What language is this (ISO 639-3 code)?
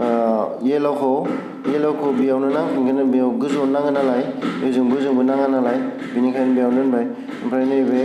brx